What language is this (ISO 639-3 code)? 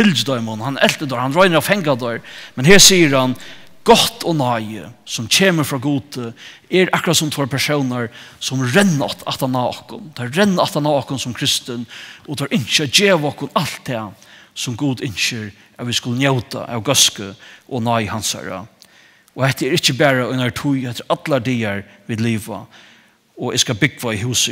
fao